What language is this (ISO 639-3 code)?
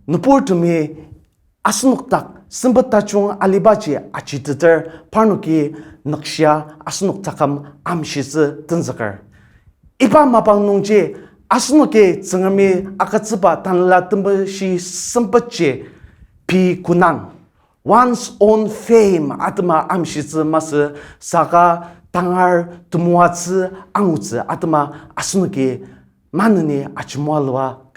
njo